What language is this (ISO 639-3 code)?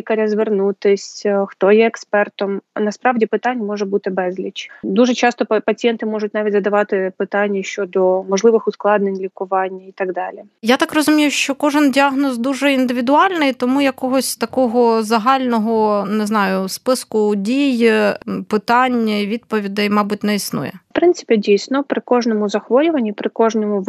ukr